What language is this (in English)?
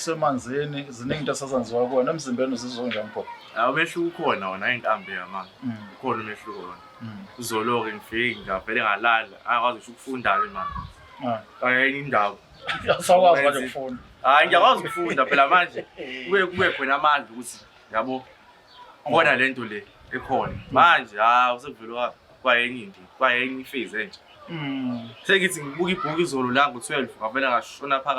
Zulu